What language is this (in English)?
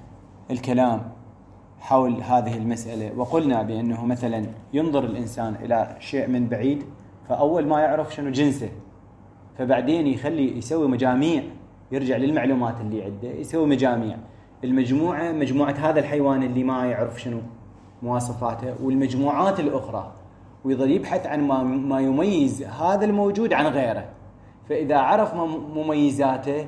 Mesopotamian Arabic